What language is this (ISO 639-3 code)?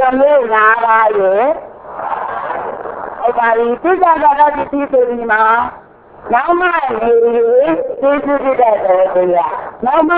mya